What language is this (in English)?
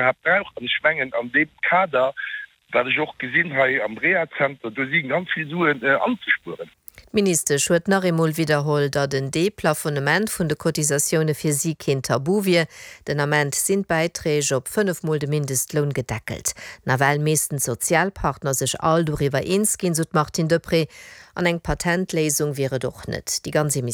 Luxembourgish